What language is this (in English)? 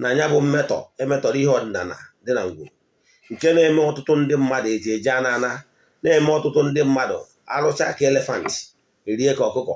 Igbo